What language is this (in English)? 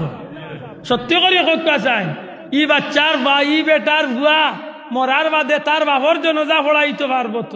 Sylheti